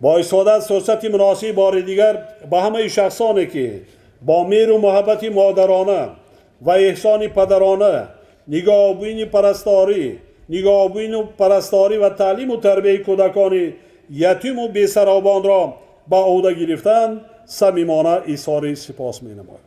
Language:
Tajik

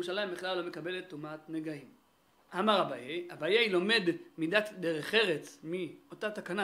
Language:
Hebrew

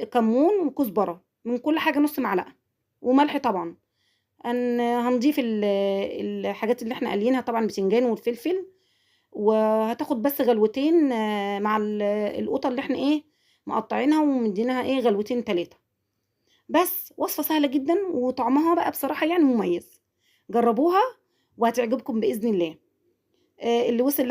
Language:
Egyptian Arabic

